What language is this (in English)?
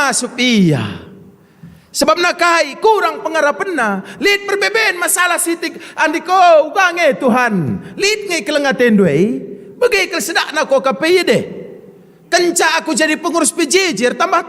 Batak Karo